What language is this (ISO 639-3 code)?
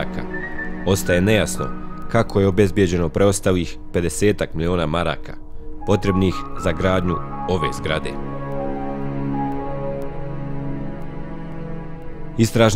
bos